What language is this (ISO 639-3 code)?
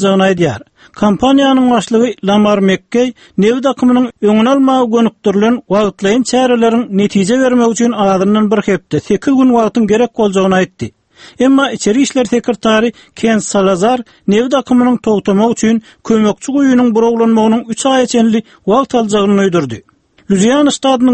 tuk